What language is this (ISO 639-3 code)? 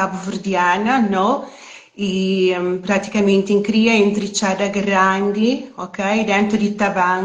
kea